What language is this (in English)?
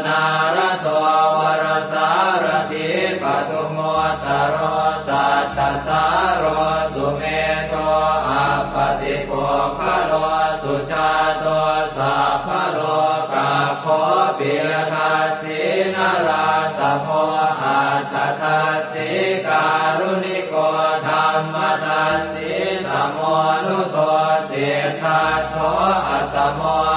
Pali